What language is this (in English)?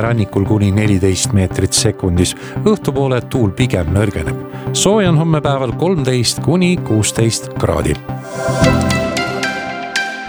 Estonian